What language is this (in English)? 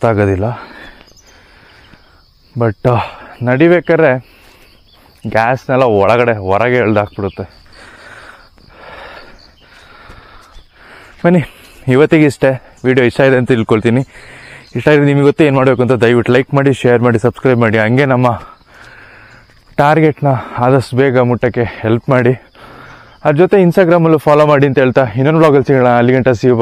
Kannada